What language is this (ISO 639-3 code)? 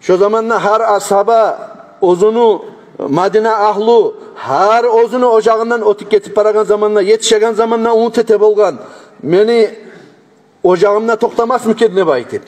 kum